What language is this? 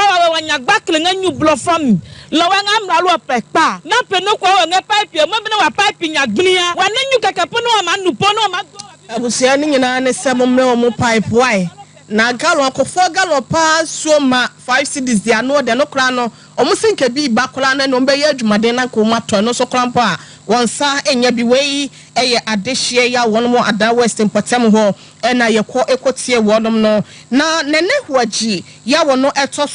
Akan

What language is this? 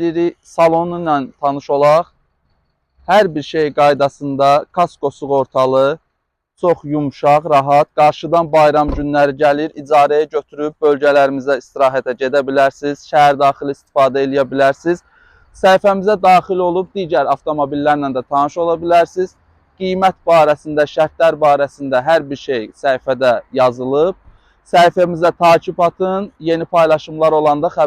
Azerbaijani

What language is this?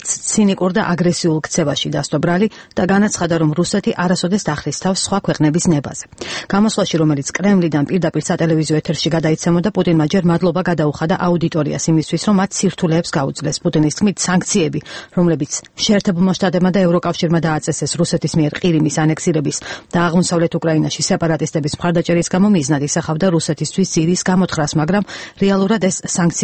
Georgian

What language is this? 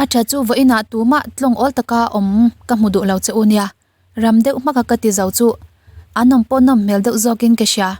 Mizo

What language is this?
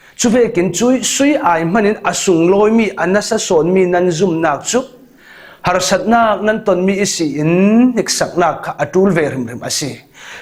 Falam Chin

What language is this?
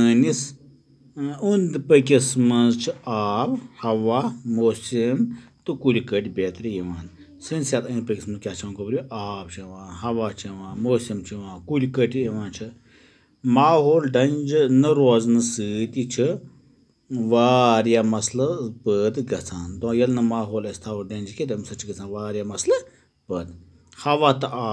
Kashmiri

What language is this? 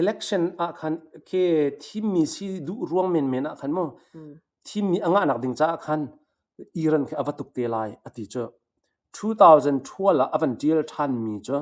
Hakha Chin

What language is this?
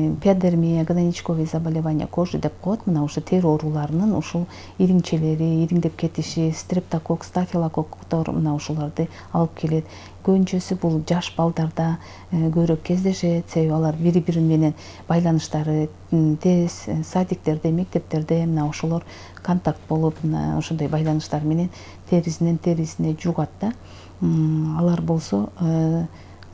Kyrgyz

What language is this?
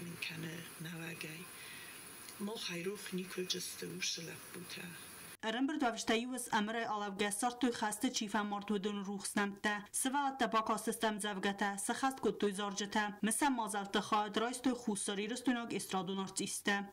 Ossetic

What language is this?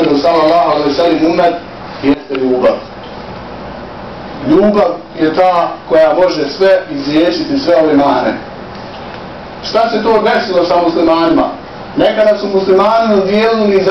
Bosnian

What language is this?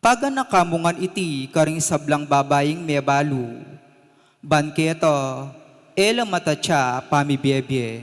Pampanga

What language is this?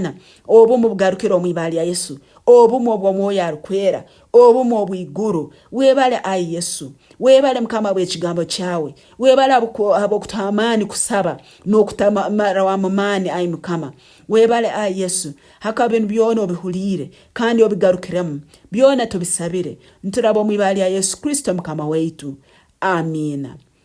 Nyankole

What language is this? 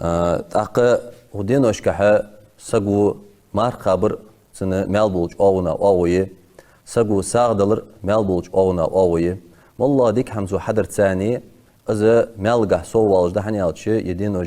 Ingush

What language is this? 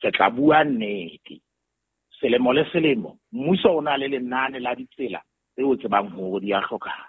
Southern Sotho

